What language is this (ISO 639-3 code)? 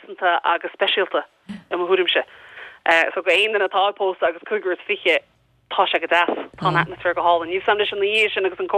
gle